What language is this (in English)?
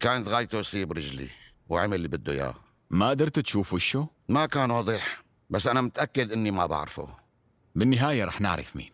North Levantine Arabic